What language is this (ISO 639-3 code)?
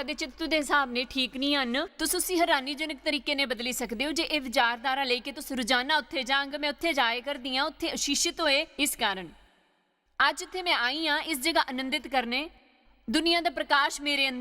doi